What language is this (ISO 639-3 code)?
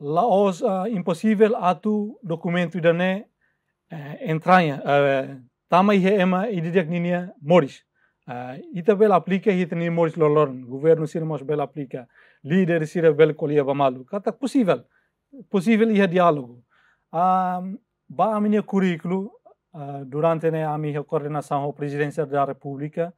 tet